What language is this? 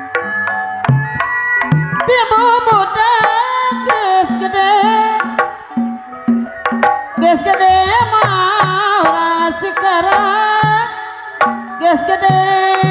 Sundanese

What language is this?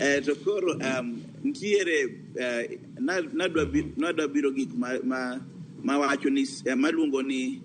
Luo (Kenya and Tanzania)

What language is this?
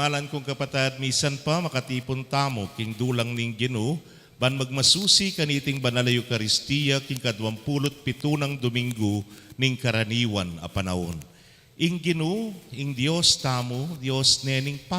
Pampanga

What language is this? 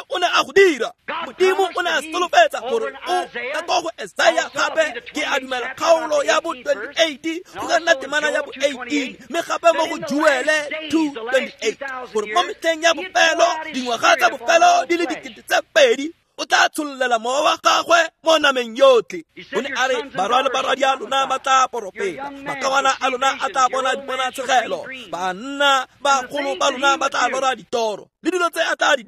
Tswana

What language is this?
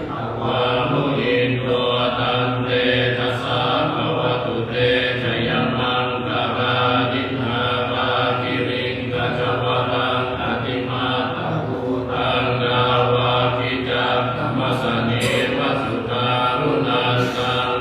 Pali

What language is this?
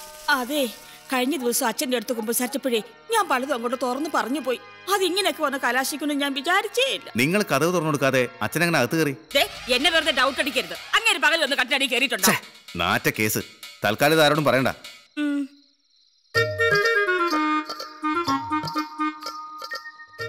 Malayalam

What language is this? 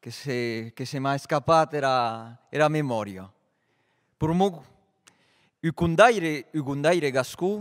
Occitan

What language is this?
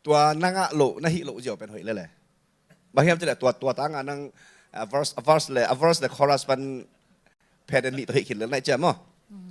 Tedim Chin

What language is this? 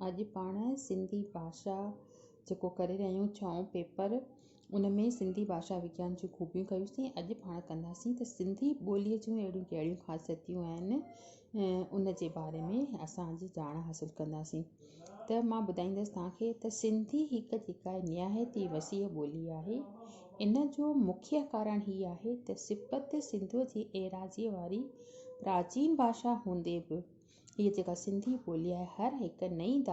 Sindhi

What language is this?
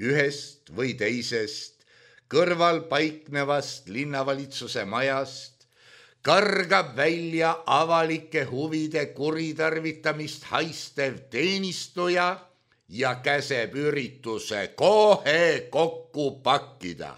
Estonian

